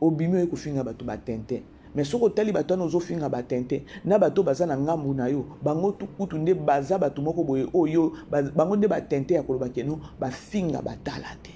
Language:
Lingala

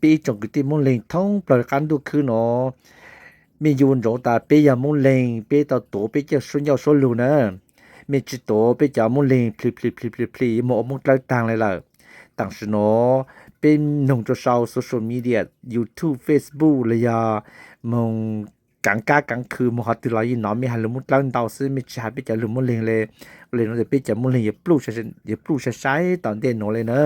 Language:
Hmong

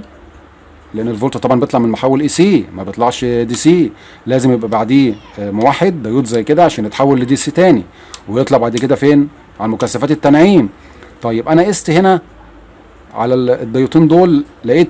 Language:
Egyptian Arabic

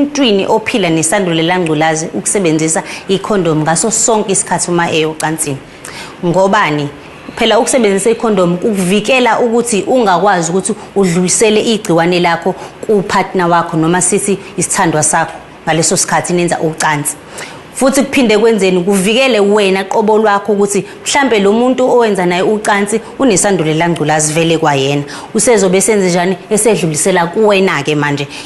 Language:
Zulu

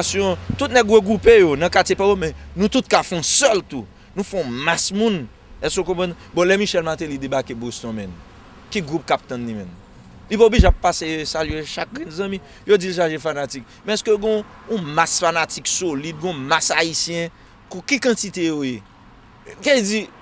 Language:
Haitian Creole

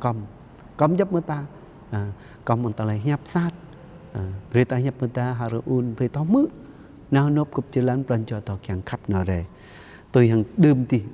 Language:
Jarai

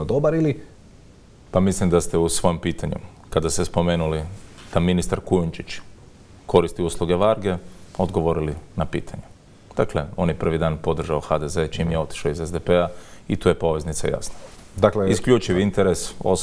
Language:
Croatian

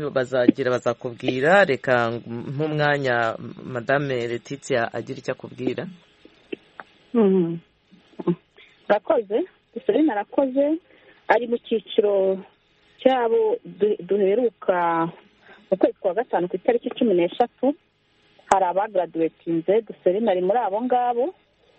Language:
Kinyarwanda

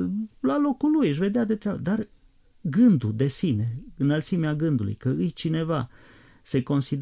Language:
Romanian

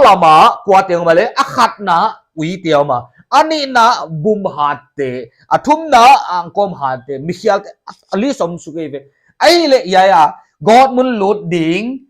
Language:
Paite Chin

